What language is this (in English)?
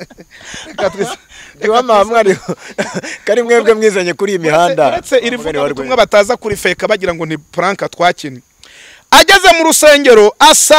Kinyarwanda